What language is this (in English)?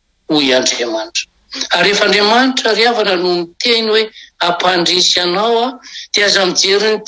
Malagasy